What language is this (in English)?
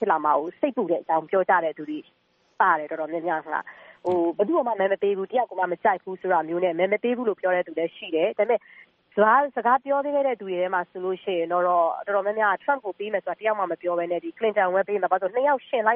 Burmese